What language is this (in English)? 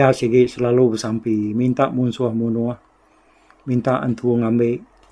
Iban